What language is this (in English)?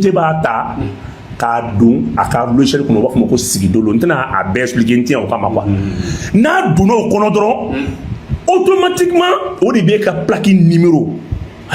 Bambara